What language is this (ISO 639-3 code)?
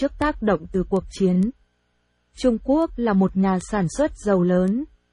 vie